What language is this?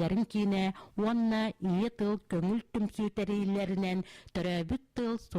Yakut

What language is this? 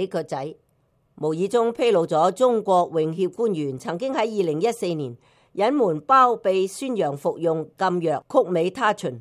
Cantonese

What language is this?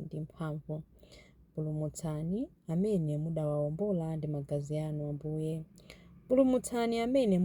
Nyanja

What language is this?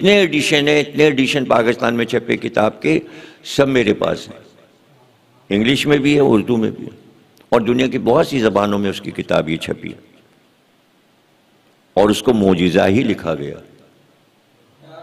Urdu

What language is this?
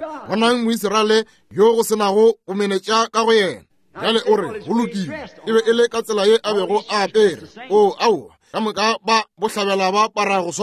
Northern Sotho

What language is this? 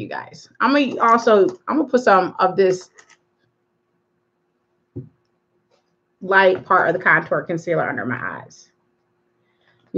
English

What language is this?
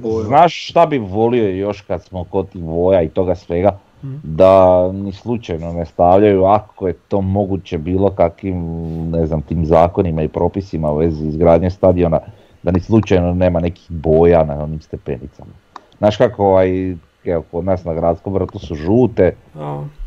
Croatian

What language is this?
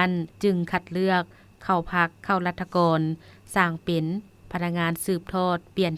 Lao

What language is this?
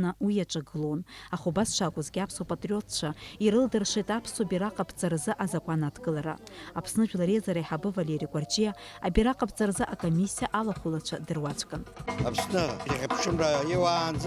Abkhazian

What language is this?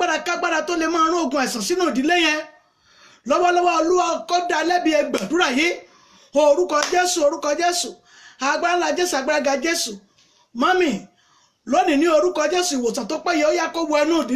Yoruba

